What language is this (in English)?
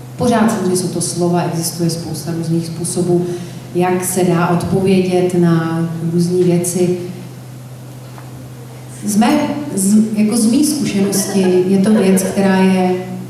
Czech